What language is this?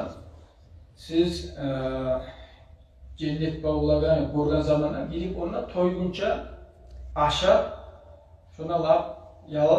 Kumyk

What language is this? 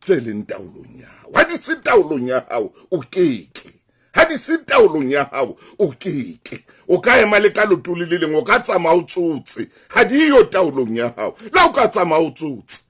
Southern Sotho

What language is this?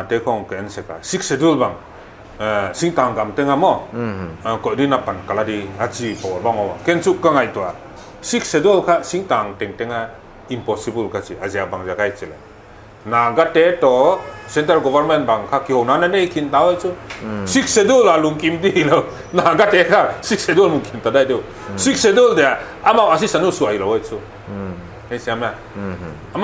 Paite Chin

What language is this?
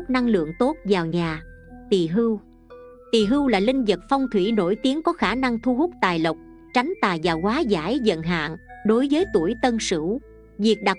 Vietnamese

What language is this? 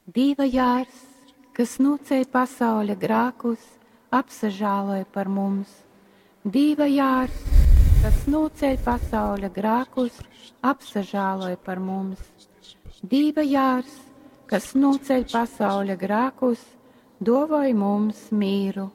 Latgalian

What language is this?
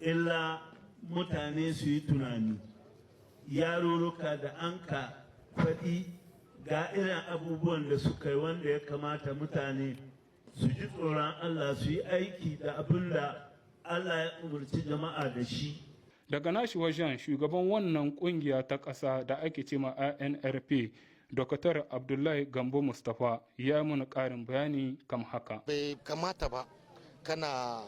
Hausa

